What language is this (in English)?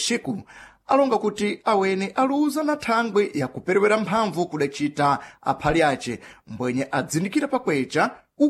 Sena